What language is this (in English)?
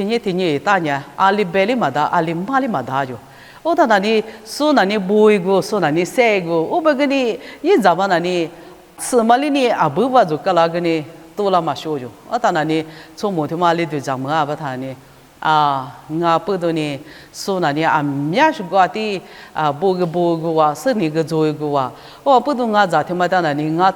Lisu